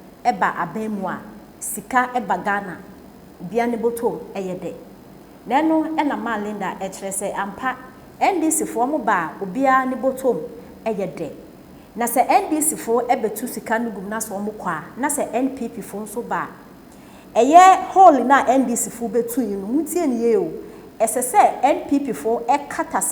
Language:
Akan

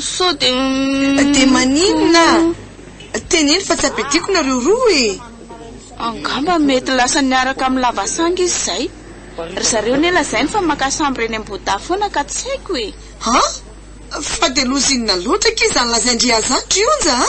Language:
Malagasy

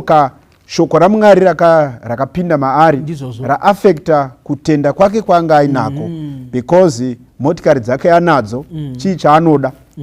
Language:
Shona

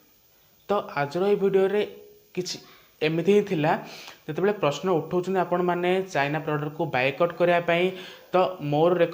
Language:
Odia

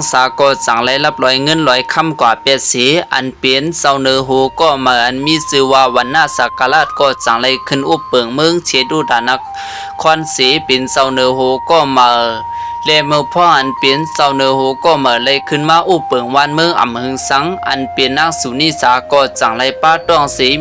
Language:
Shan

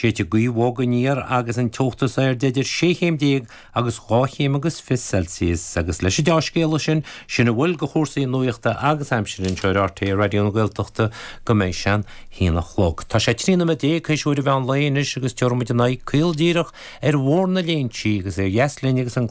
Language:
Irish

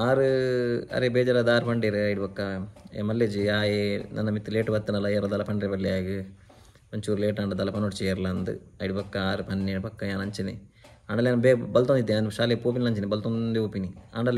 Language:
Tulu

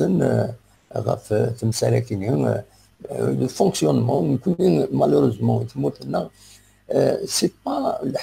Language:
Kabyle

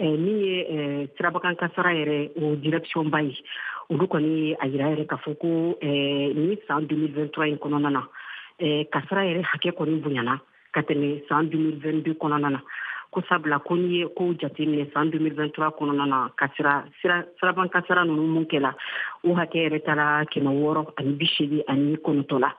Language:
Bambara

